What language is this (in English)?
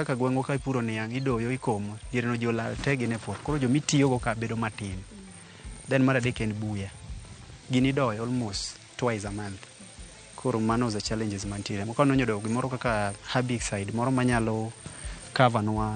Luo (Kenya and Tanzania)